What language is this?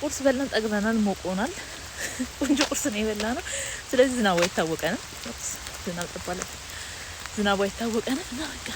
Amharic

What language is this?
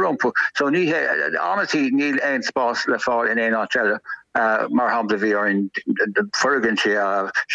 Irish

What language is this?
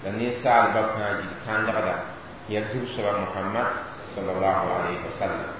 Mossi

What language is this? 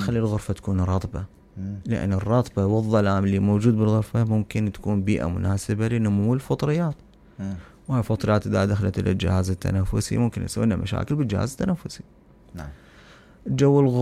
Mesopotamian Arabic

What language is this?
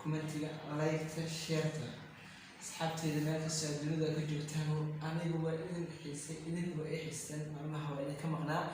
Somali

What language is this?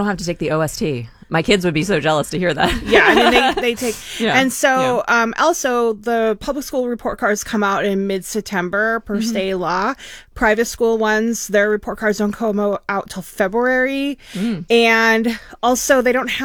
English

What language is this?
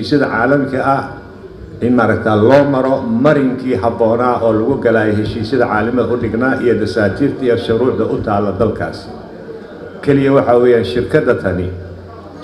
Somali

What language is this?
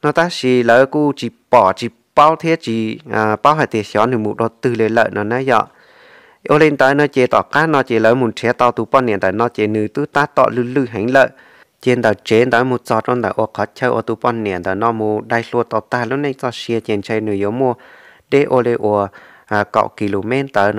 Hmong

